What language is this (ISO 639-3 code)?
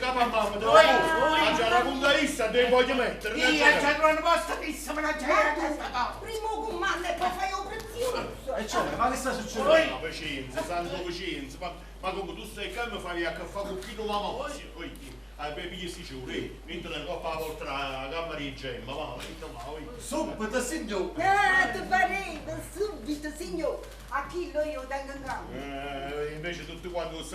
nap